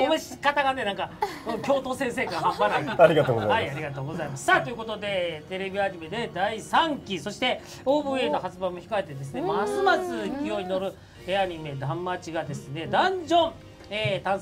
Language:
Japanese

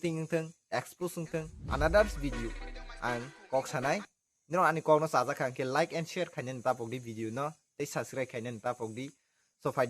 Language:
Kok Borok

